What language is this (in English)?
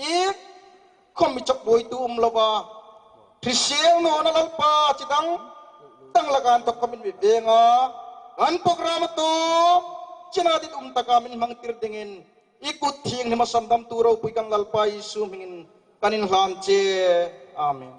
Hmar